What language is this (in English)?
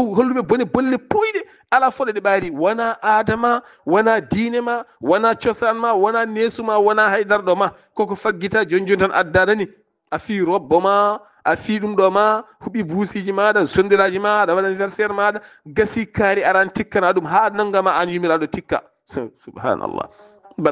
Fula